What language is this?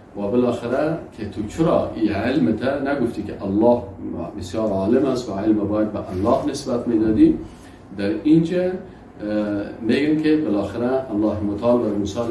Persian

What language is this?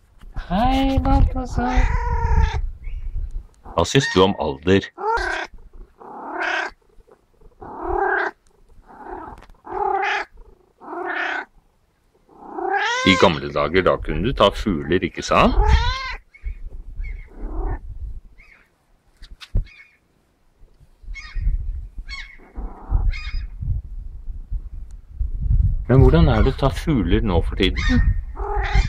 Norwegian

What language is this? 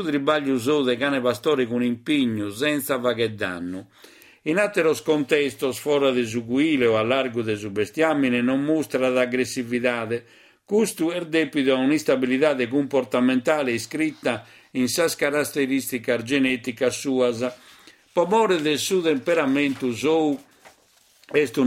Sardinian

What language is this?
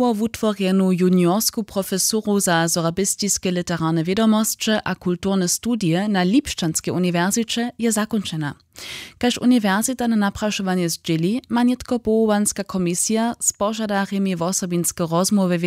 Upper Sorbian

